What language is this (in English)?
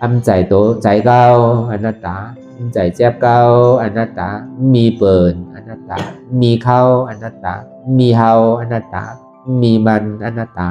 Shan